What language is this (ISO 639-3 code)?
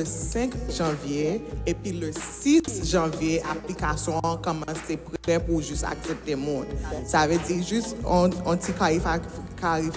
hat